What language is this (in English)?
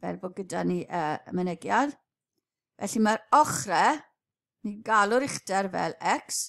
Welsh